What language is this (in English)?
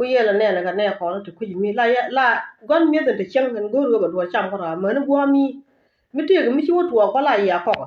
Nuer